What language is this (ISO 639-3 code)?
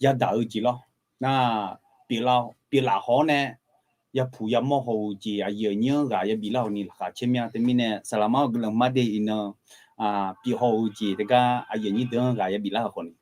ahk